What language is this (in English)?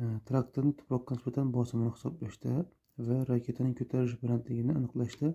Uzbek